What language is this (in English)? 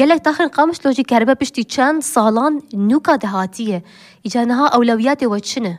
Kurdish